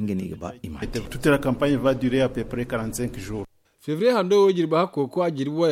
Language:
Zarma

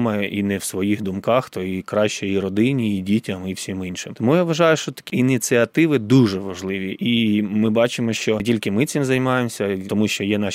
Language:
Ukrainian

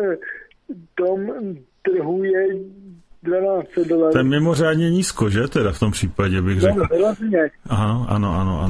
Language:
Czech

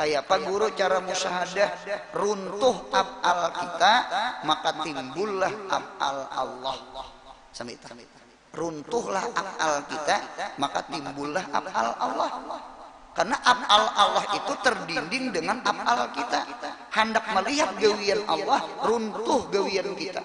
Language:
Banjar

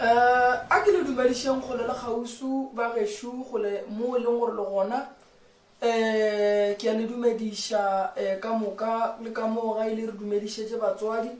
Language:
Northern Sotho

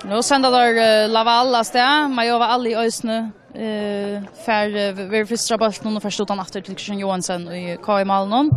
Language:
Faroese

